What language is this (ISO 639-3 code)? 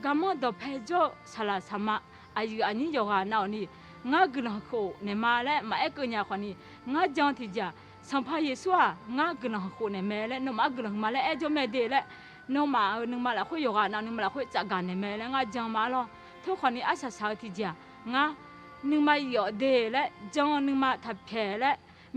ahk